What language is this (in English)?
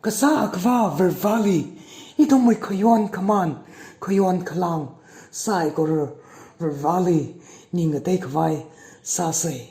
Tangkhul Naga (India)